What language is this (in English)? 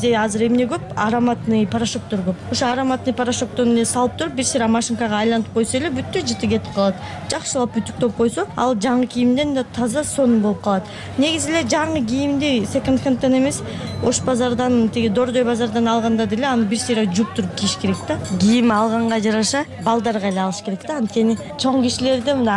Kyrgyz